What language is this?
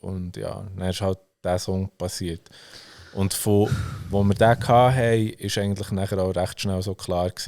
Swiss German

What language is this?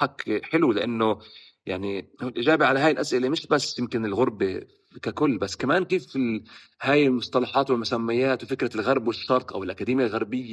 North Levantine Arabic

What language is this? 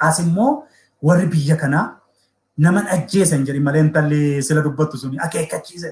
Oromo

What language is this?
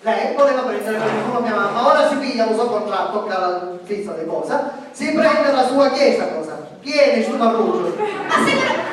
Sicilian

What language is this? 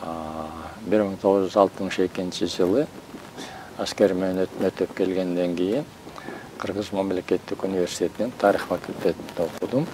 Kyrgyz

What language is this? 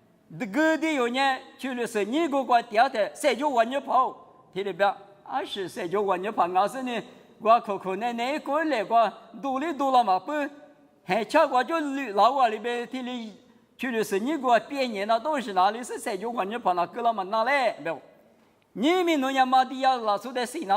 Lisu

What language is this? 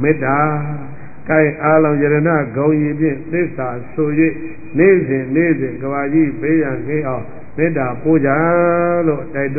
Burmese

